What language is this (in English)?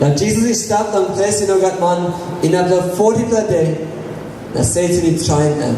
Tok Pisin